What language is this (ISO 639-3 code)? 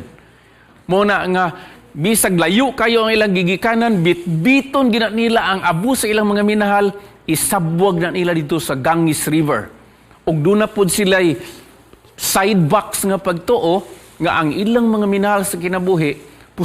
ceb